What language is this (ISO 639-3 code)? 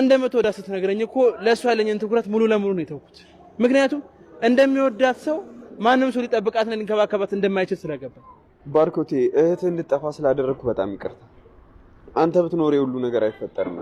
amh